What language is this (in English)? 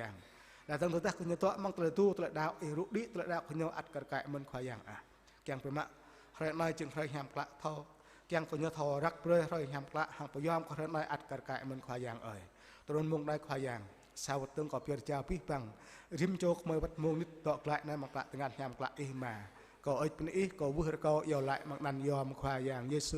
Jarai